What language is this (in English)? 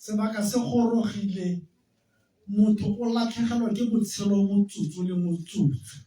Tswana